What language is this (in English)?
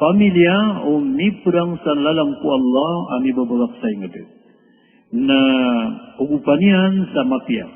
Maranao